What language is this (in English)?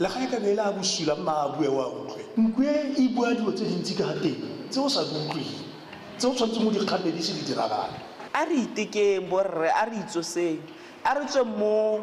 Tswana